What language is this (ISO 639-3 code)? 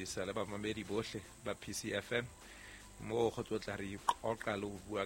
sot